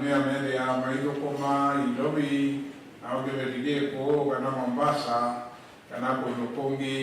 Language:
Kamba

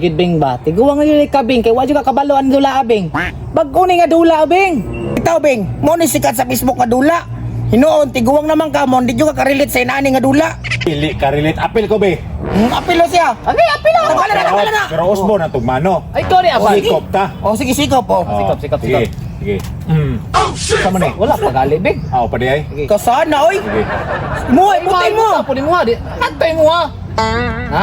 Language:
Cebuano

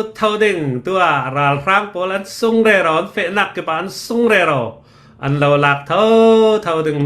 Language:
Hakha Chin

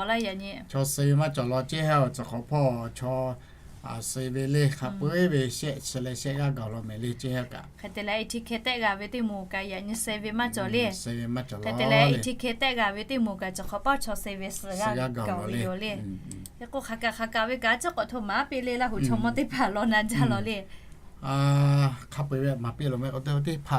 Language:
Lahu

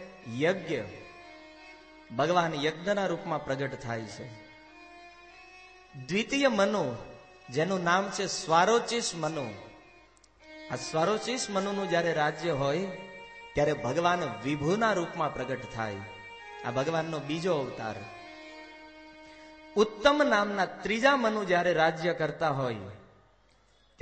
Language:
Gujarati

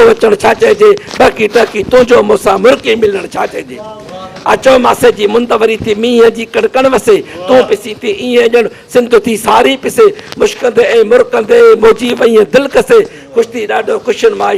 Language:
Sindhi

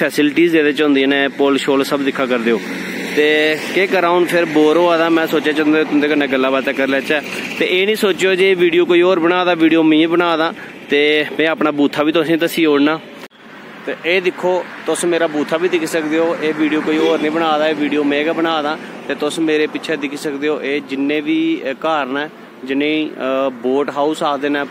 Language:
Dogri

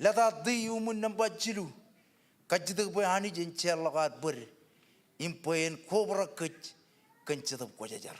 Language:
Marshallese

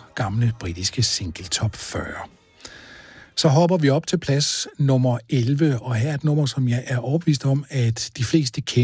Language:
Danish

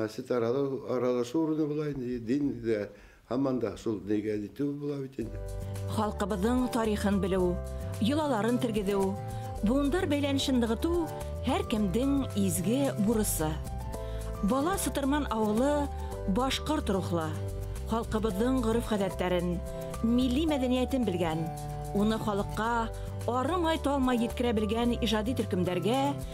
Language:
Bashkir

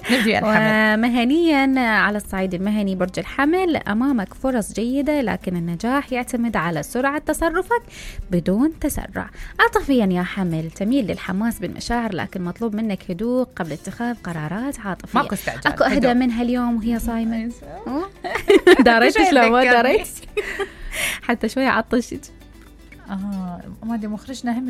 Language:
Mesopotamian Arabic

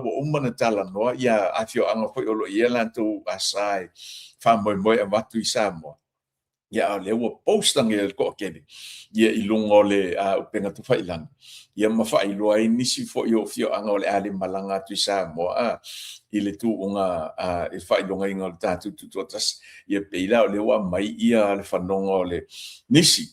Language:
Samoan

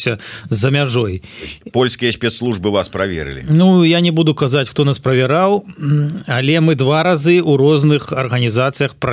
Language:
Belarusian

